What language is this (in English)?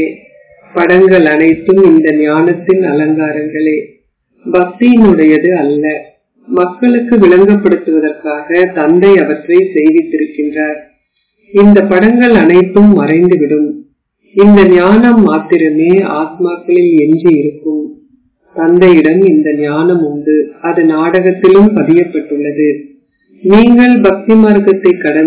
Tamil